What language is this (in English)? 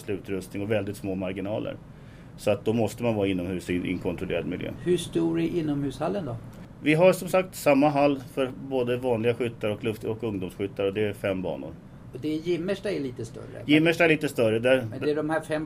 Swedish